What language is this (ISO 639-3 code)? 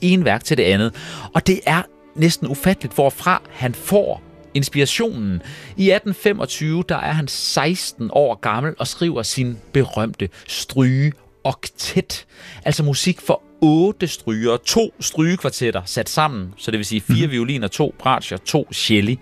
dan